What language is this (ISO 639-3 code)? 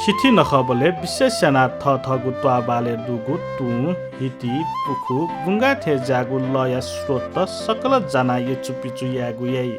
new